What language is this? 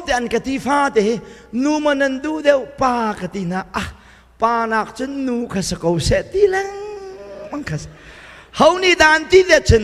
Hakha Chin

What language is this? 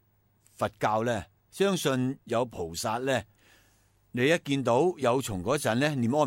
Cantonese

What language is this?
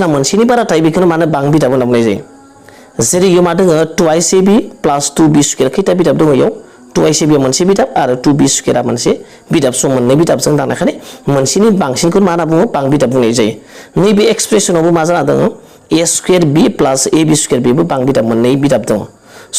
Bodo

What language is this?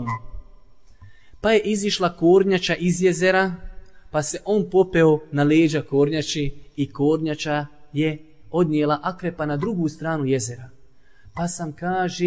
Bosnian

